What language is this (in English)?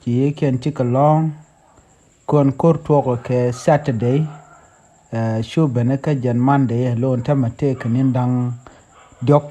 Nuer